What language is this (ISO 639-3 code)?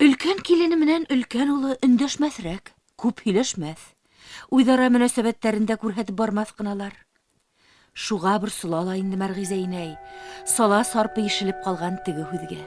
bak